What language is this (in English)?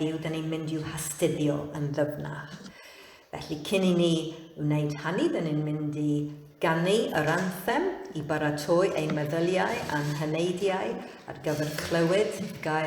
Welsh